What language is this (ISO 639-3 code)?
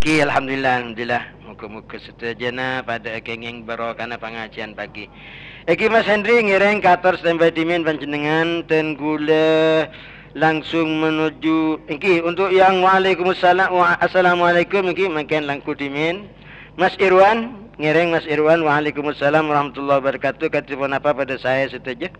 mad